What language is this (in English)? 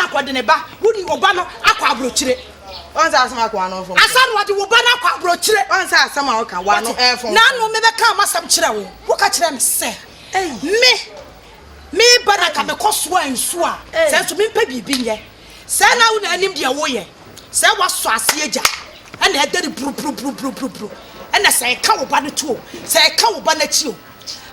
Akan